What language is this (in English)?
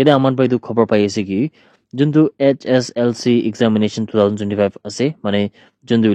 Naga Pidgin